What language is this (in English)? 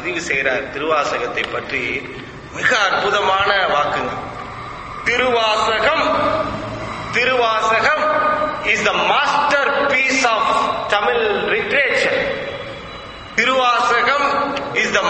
Tamil